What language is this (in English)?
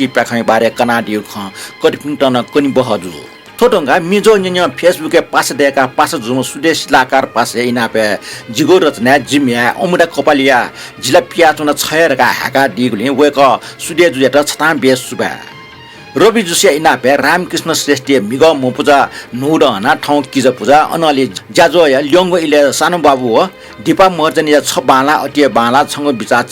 Newari